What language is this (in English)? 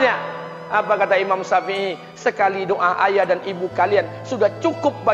Indonesian